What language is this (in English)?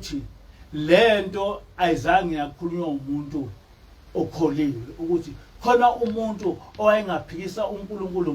Zulu